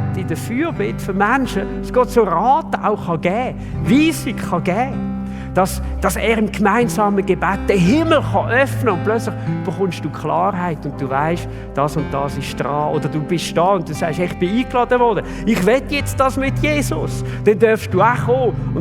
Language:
Swiss German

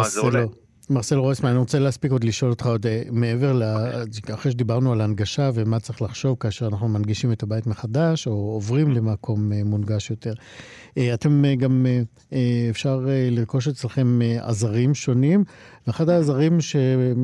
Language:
Hebrew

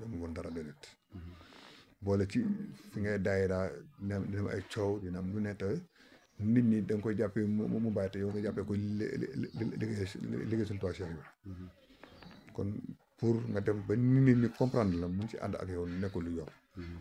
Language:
Wolof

